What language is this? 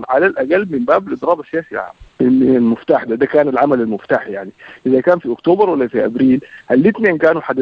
Sudanese Arabic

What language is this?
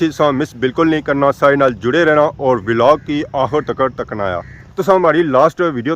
Pahari-Potwari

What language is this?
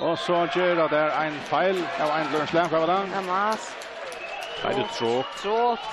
Faroese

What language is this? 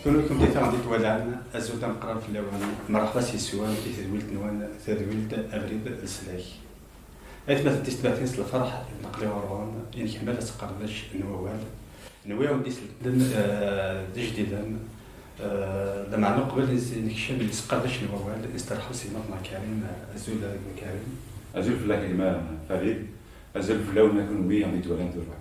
Kabyle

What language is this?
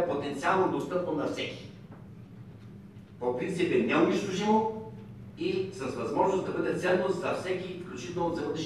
Bulgarian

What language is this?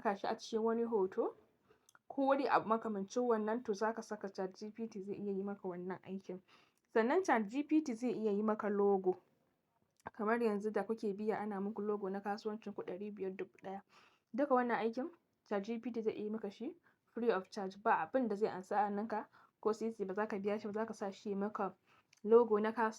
Hausa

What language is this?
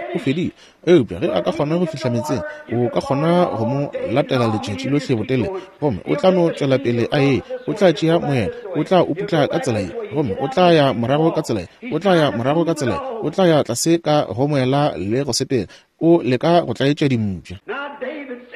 Northern Sotho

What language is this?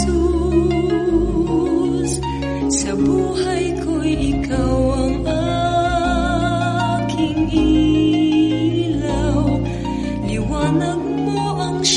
Filipino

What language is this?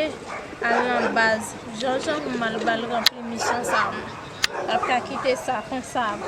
Haitian Creole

